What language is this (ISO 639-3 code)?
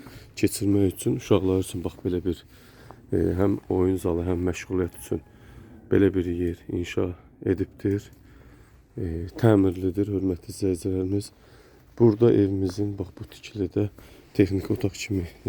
aze